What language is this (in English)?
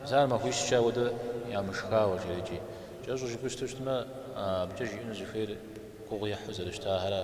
Kabardian